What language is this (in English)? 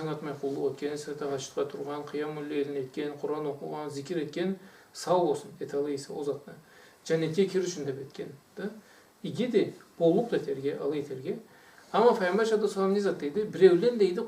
Karachay-Balkar